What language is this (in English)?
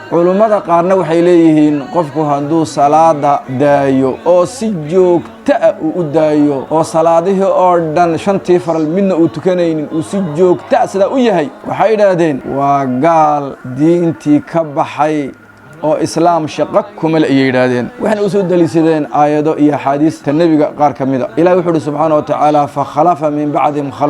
Somali